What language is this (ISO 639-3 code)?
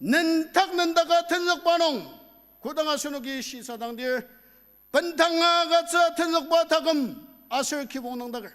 njo